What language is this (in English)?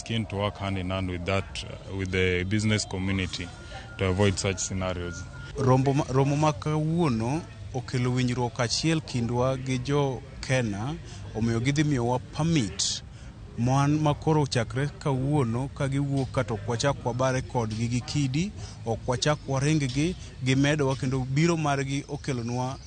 Luo (Kenya and Tanzania)